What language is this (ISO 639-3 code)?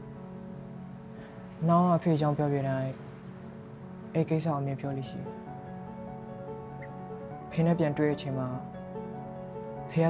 mya